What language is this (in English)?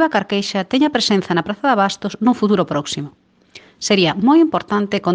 Galician